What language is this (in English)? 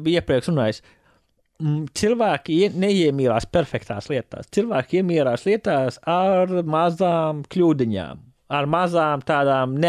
Latvian